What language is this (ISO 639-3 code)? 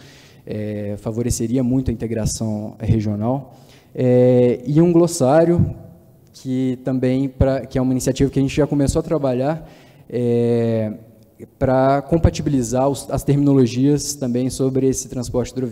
por